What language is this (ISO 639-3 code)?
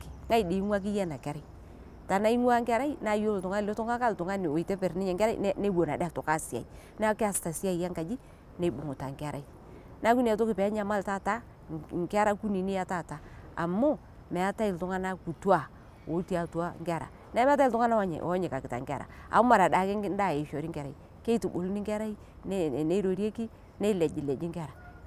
mas